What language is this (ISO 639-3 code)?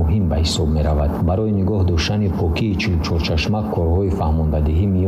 tgk